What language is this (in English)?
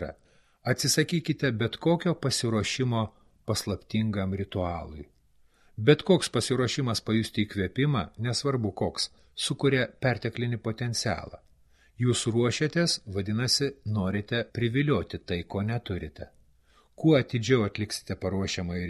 Lithuanian